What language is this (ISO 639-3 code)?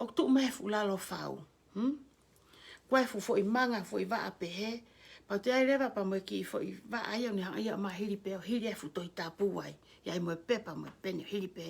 ton